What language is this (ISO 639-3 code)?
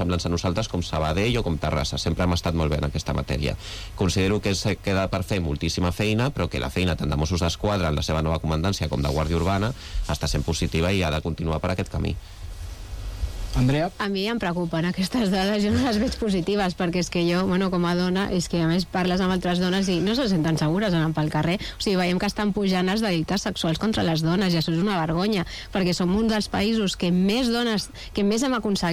cat